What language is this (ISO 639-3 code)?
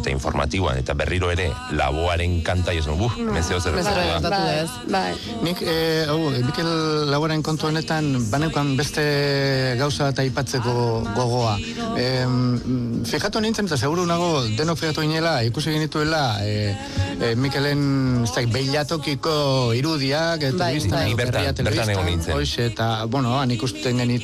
eus